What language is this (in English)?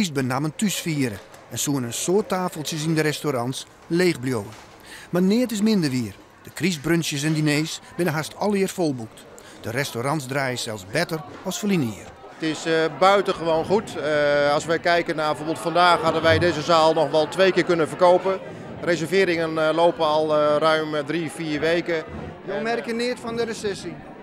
Western Frisian